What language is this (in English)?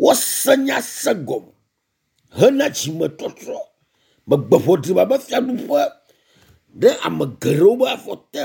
Ewe